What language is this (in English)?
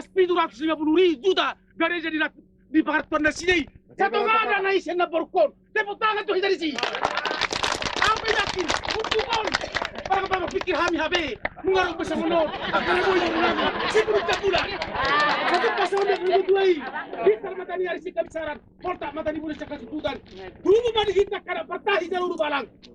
Batak Toba